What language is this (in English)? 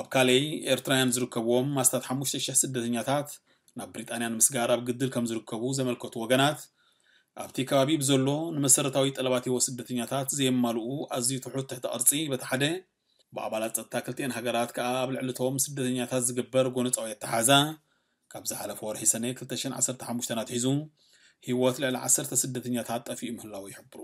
Tigrinya